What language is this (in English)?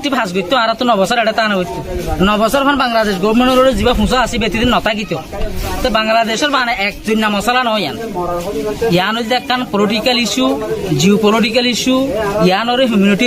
Rohingya